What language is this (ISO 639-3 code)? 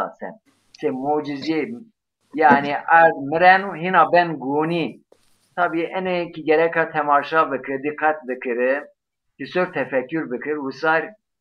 zza